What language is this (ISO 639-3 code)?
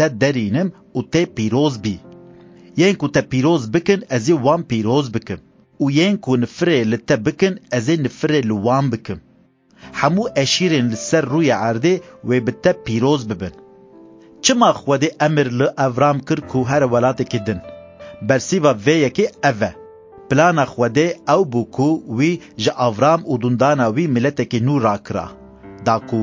kur